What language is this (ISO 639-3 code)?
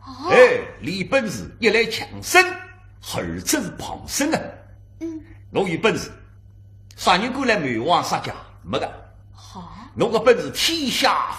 wuu